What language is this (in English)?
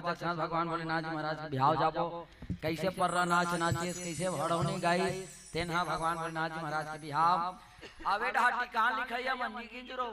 Chhattisgarhi